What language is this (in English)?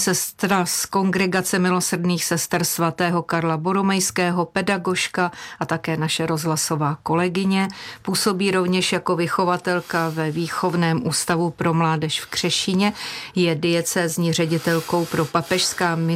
Czech